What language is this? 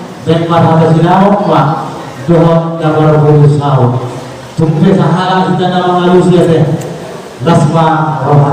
Batak Toba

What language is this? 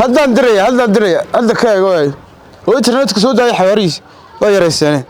Somali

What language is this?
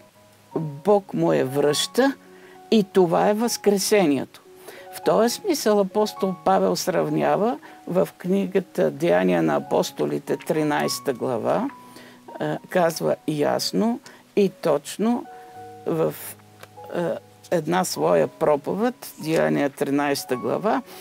Bulgarian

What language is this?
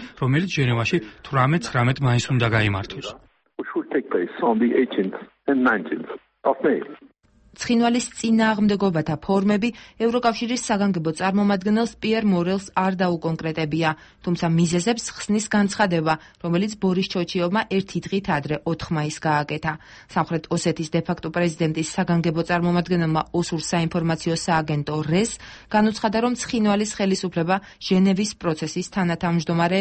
Georgian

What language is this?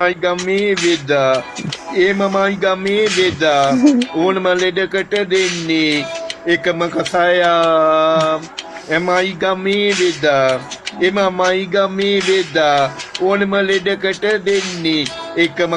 Sinhala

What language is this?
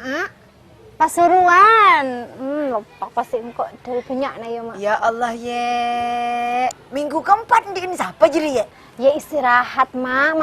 Madurese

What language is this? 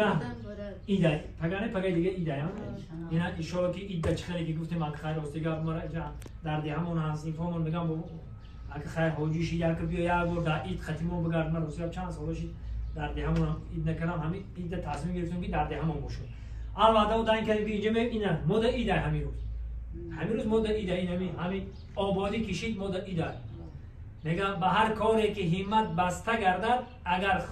Tajik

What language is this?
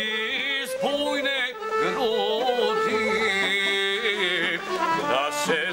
Bosnian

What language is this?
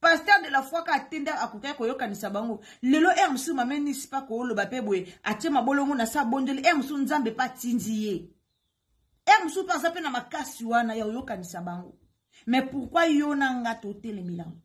Lingala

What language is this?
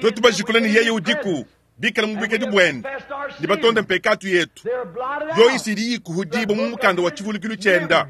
Luba-Lulua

